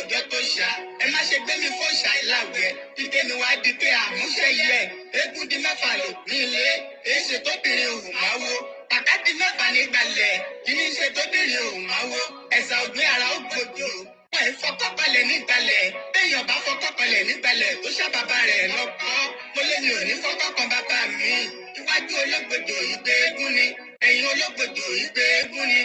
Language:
Yoruba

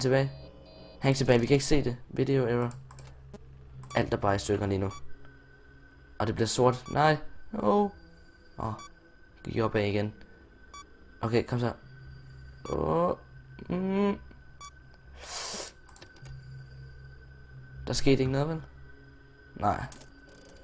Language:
Danish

